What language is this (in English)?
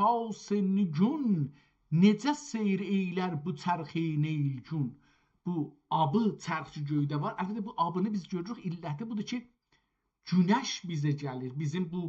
South Azerbaijani